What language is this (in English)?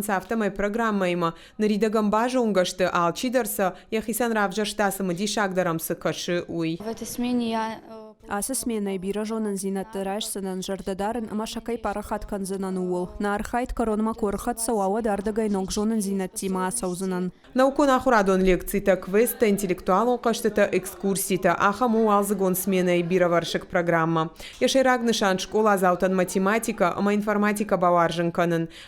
Ossetic